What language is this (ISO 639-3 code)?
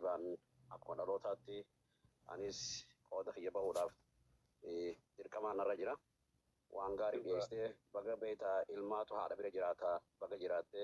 orm